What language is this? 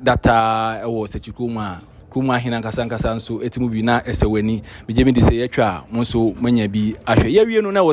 Akan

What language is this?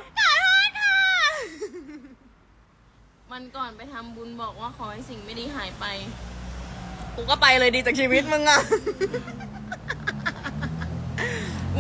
Thai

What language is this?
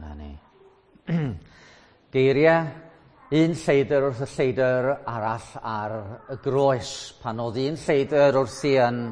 Welsh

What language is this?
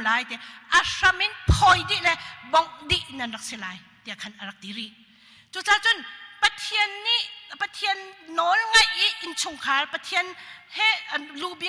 Hakha Chin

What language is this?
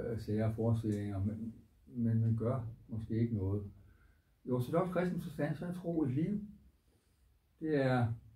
Danish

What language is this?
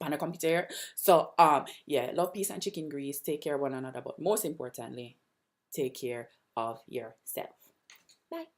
Jamaican Creole English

